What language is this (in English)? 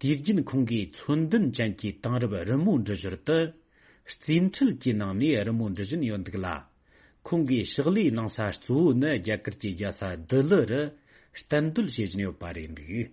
Tibetan